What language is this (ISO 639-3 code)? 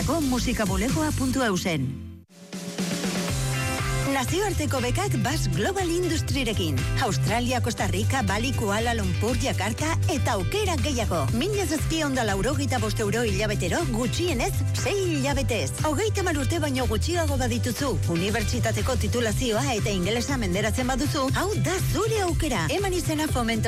eus